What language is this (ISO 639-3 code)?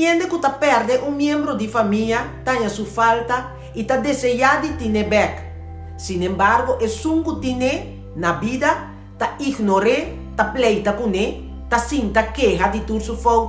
pap